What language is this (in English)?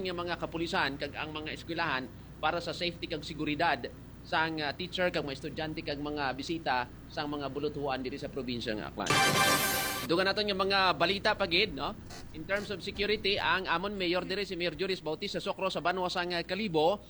Hiligaynon